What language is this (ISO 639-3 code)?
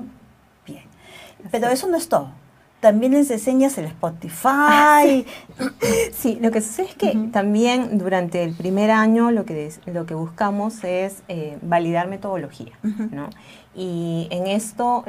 spa